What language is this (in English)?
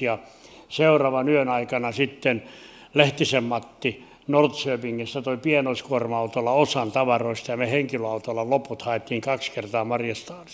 Finnish